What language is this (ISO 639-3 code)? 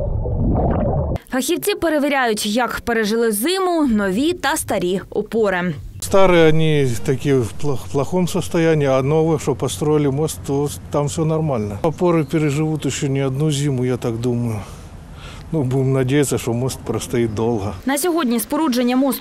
ukr